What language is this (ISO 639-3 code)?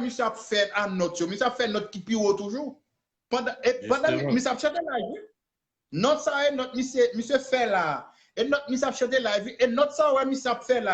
hat